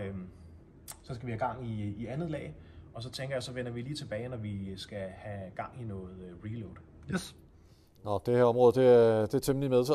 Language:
Danish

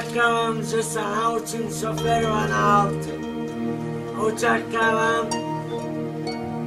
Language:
Slovak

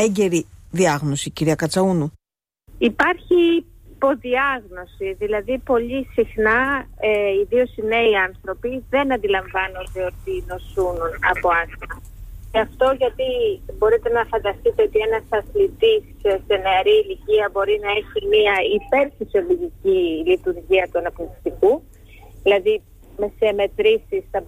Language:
Greek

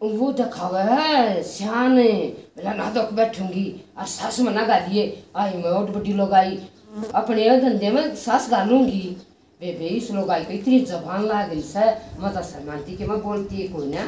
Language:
Haryanvi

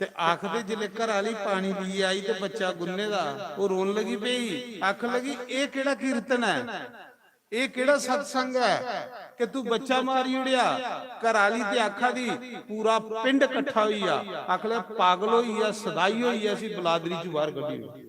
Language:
Dogri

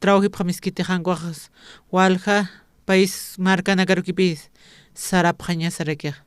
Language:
Aymara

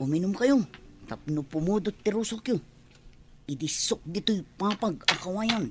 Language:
Iloko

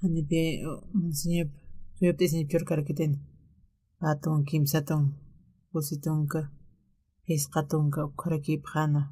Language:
Aymara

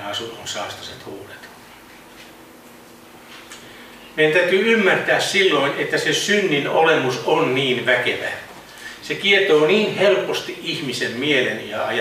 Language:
Finnish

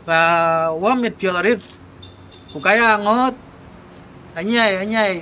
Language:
Dinka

